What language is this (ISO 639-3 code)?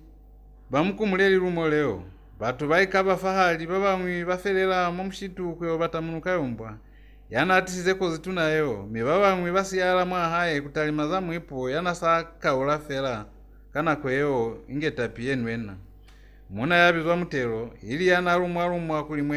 loz